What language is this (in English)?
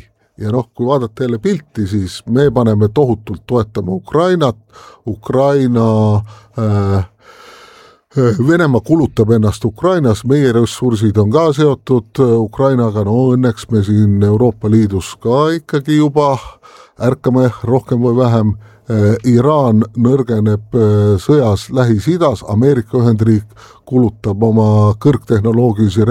Estonian